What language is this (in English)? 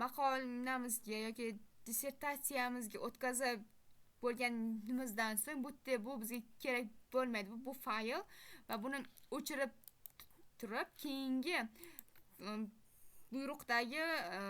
Uzbek